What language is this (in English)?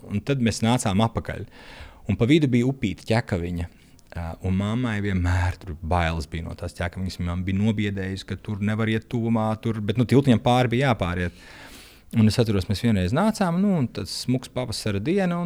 Latvian